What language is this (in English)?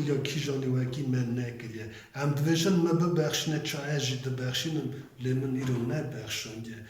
Kurdish